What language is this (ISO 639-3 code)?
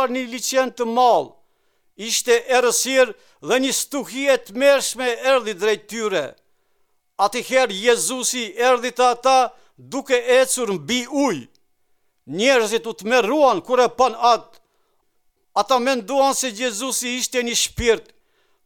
sqi